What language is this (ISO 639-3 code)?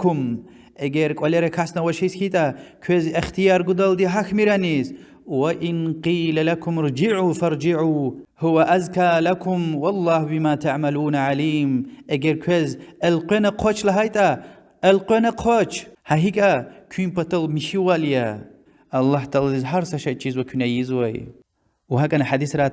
lez